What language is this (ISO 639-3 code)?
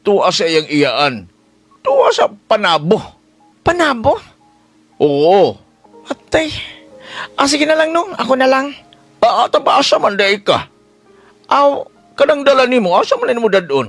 ceb